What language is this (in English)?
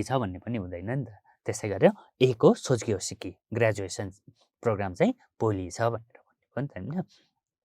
Nepali